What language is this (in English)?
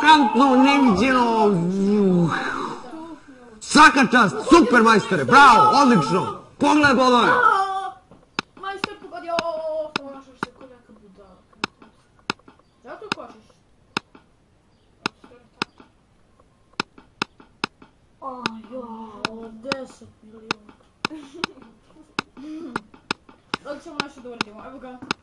Serbian